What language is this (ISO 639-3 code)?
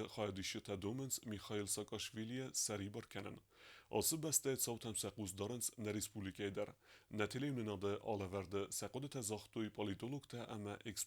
oss